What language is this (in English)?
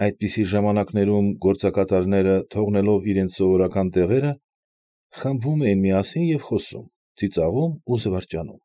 Armenian